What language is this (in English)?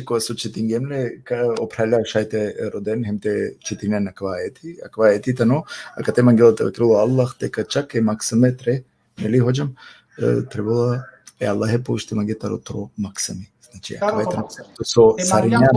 Balkan Romani